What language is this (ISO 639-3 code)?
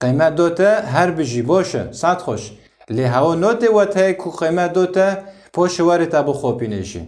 kur